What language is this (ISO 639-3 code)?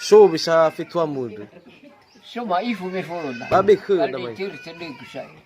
nia